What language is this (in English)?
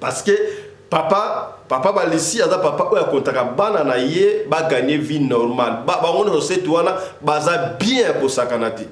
Lingala